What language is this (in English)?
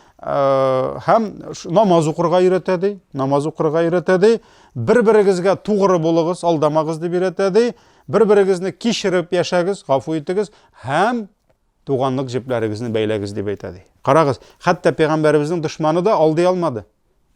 Tatar